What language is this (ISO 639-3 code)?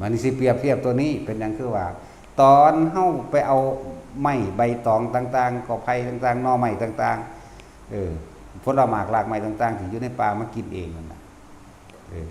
tts